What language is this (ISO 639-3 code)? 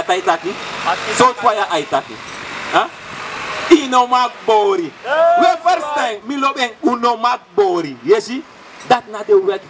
srn